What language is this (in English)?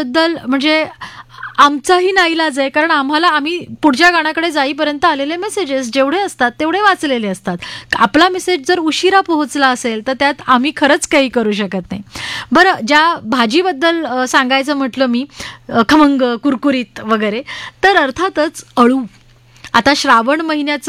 Marathi